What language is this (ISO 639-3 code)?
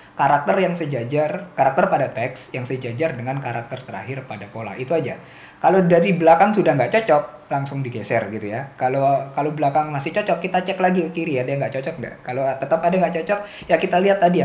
ind